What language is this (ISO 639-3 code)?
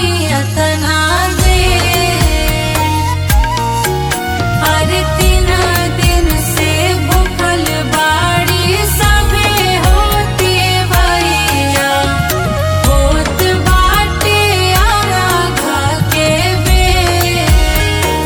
bho